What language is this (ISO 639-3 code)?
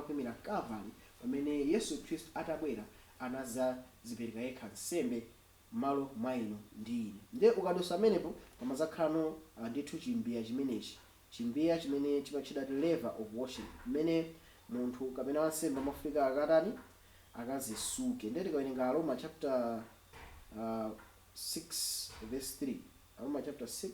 nya